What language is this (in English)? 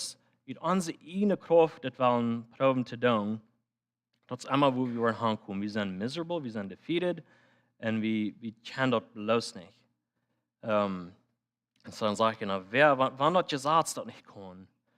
Plautdietsch